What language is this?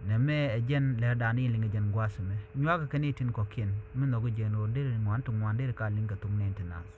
Nuer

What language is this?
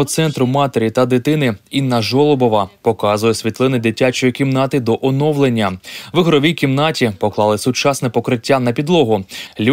Ukrainian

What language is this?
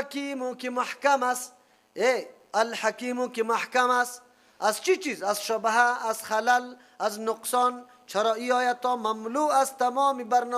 Persian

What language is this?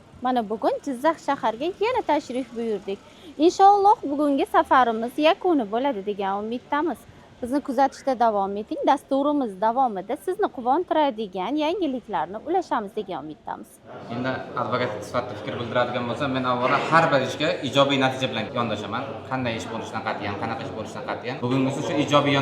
Uzbek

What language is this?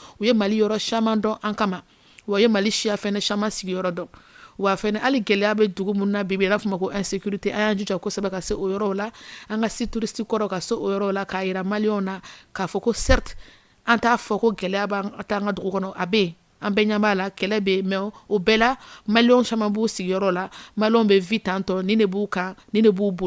Bambara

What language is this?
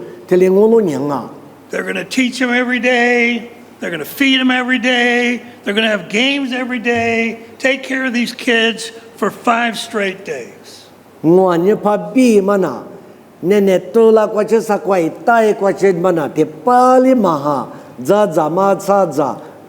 Lisu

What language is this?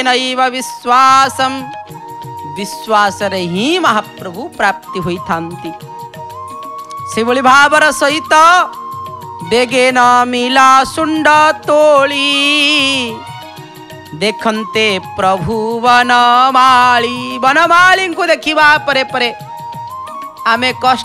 Odia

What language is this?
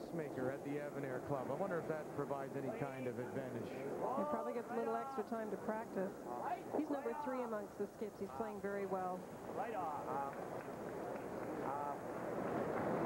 English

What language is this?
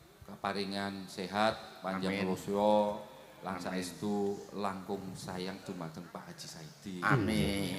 Javanese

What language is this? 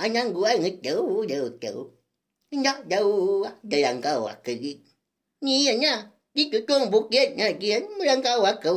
Iban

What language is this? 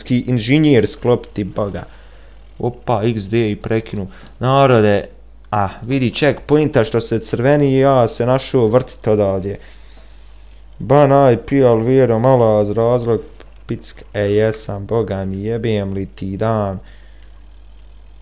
Bosnian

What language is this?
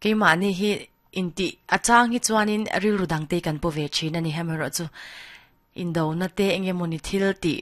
Mizo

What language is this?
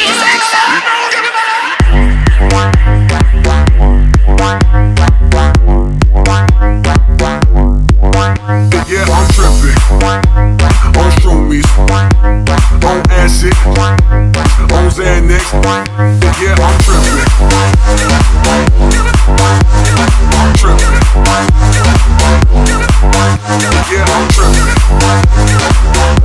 English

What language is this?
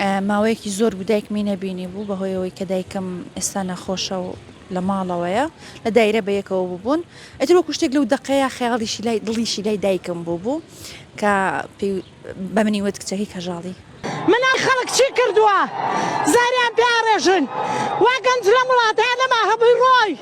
Central Kurdish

